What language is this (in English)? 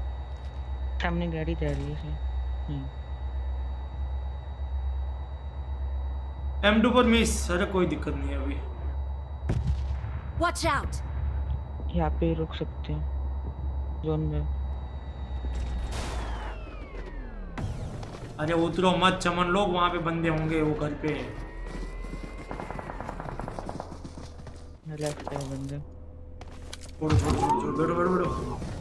Hindi